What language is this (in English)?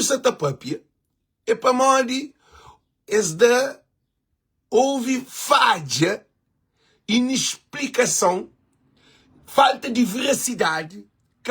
Kabuverdianu